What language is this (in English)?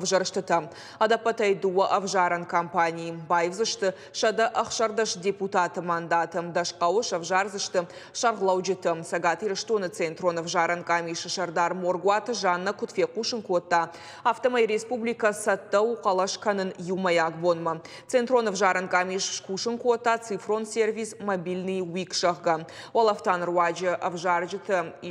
Ossetic